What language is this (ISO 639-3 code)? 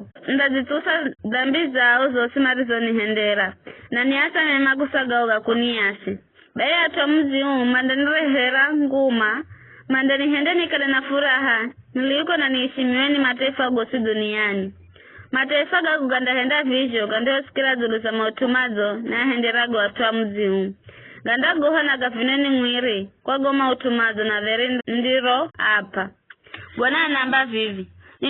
nyf